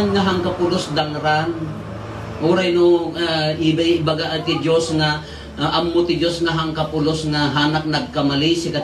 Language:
Iloko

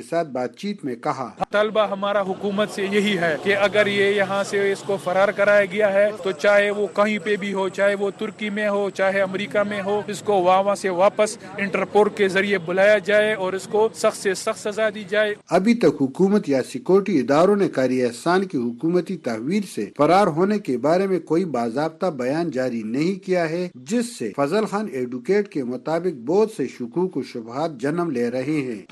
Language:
Urdu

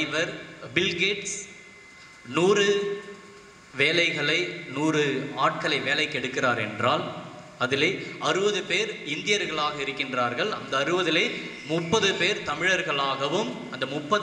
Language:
Tamil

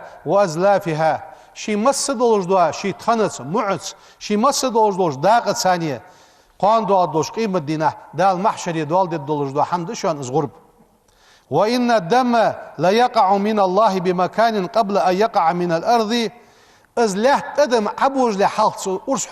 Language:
Ingush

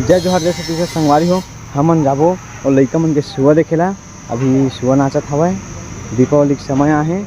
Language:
Chhattisgarhi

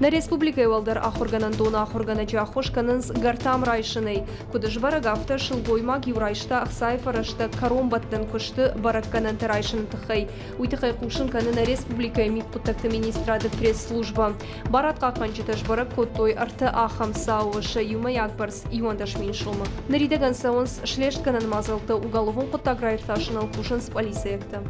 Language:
Ossetic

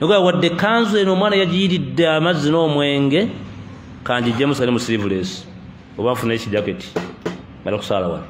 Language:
Ganda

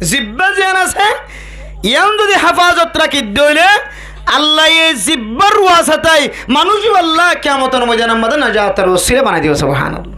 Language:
Rohingya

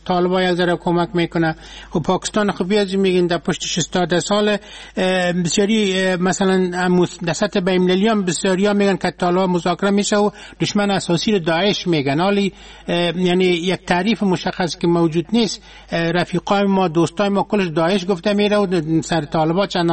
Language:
Persian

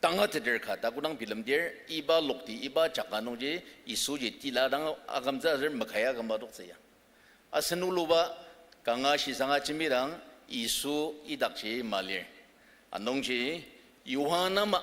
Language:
Ao Naga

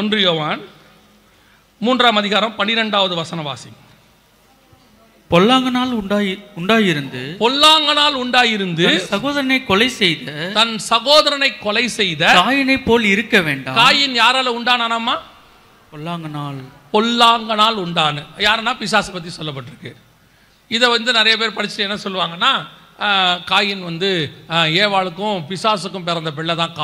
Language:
Tamil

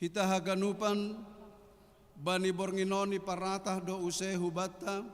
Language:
Batak Simalungun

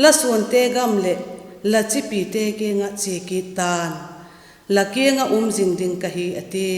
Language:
Vaiphei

